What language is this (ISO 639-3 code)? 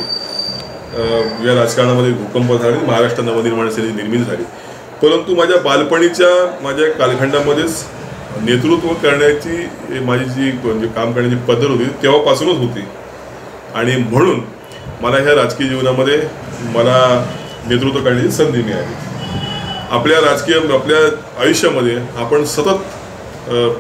mar